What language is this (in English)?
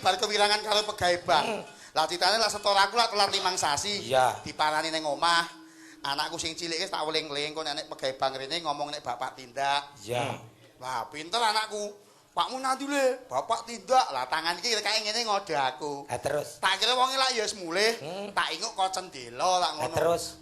Javanese